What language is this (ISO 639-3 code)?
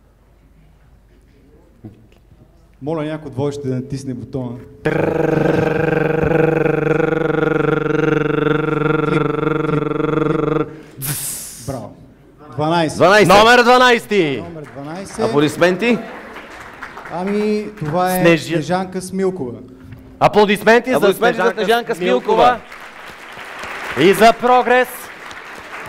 bul